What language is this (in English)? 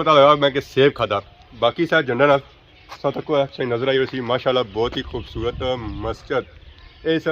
Pahari-Potwari